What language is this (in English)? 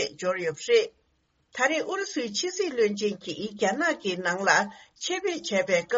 Tibetan